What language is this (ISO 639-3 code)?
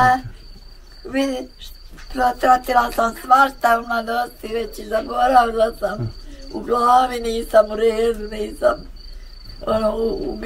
bos